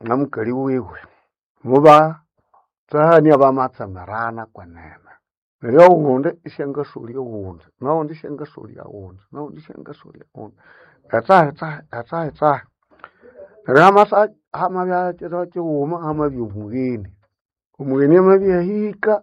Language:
Nande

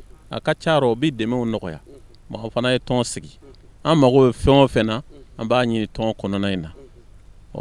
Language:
Bambara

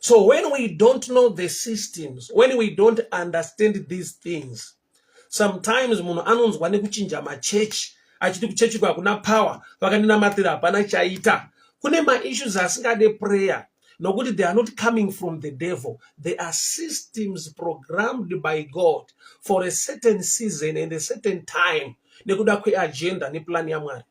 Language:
Shona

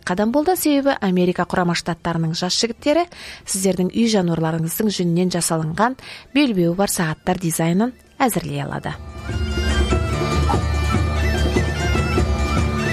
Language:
Kazakh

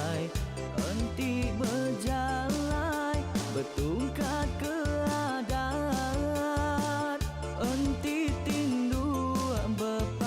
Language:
Iban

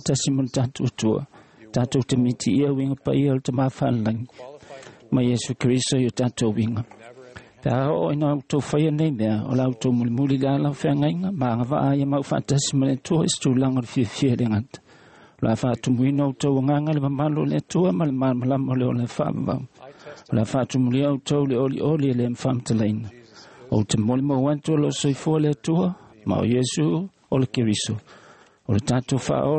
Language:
Samoan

